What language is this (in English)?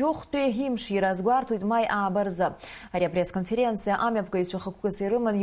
Abkhazian